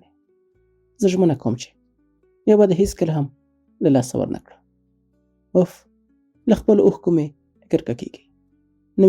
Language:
Pashto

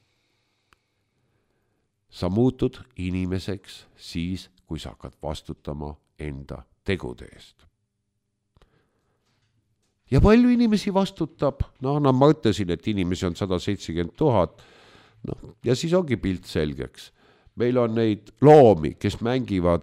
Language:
Estonian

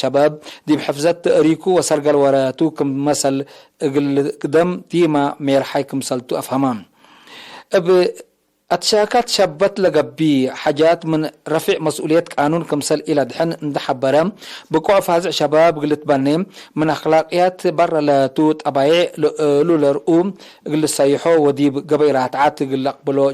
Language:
Tigre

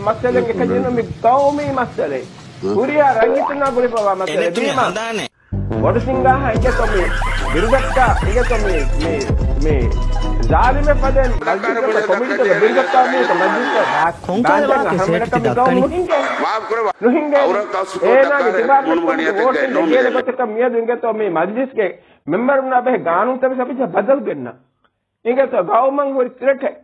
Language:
Divehi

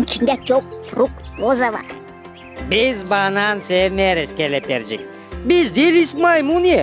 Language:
Gagauz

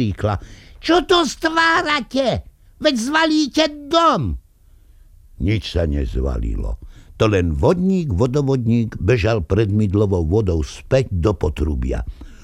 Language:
Slovak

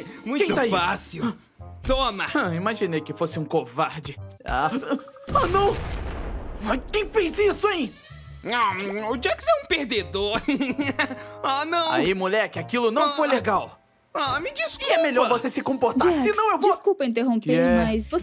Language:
Portuguese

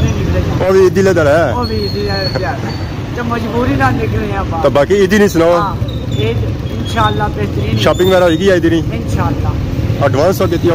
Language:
Pahari-Potwari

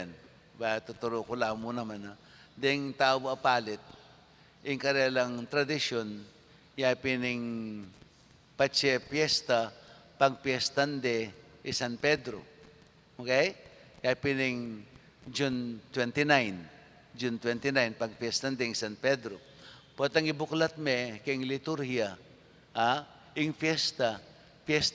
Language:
Pampanga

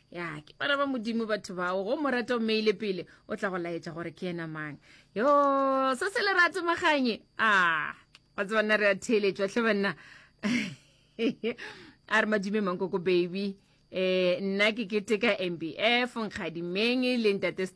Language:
Northern Sotho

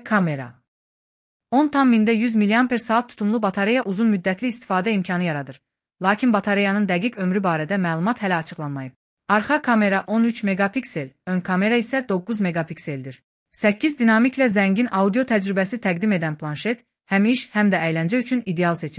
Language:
Azerbaijani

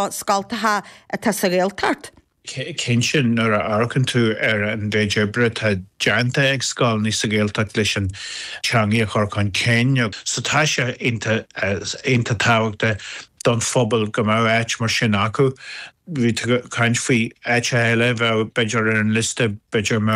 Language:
Irish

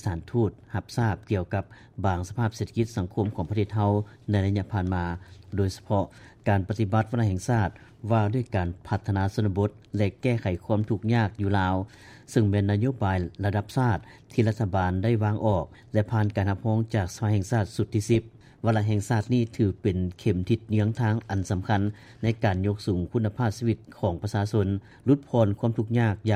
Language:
Lao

